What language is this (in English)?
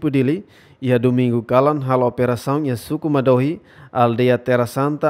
Tetum